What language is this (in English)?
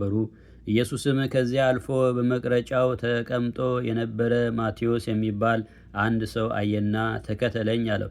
Amharic